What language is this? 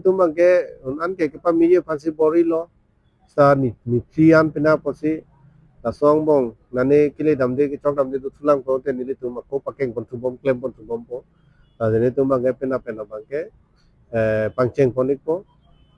Karbi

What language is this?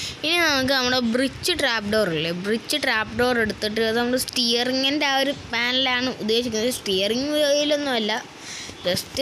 Malayalam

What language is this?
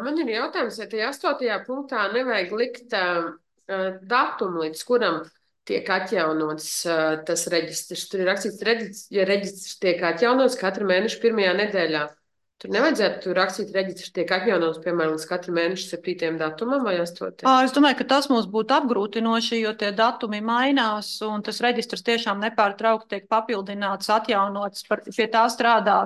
Latvian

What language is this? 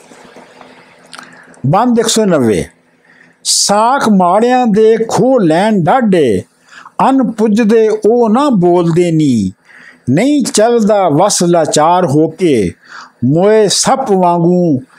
Punjabi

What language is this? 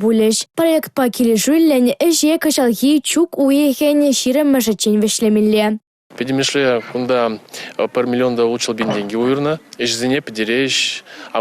Chuvash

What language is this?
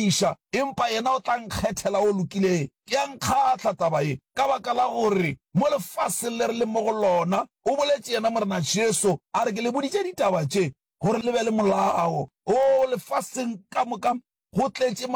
Northern Sotho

